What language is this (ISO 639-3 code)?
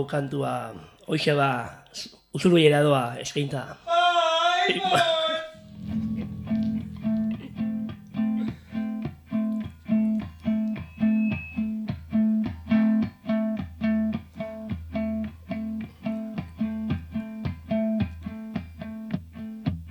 eus